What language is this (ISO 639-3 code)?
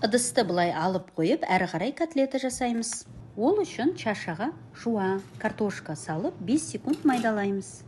kaz